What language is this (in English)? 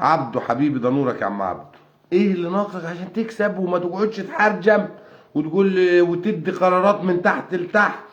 Egyptian Arabic